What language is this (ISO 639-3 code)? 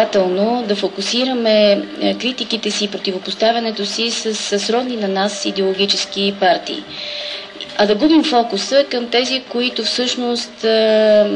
bul